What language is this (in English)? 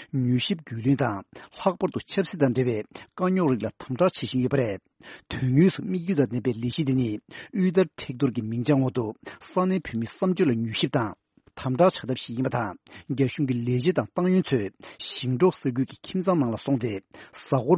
Tibetan